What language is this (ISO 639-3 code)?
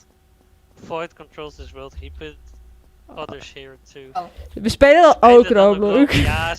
fry